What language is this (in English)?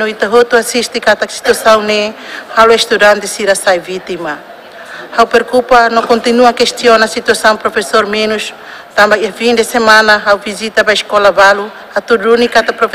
Tetum